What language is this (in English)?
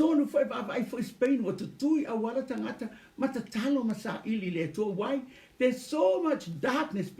Samoan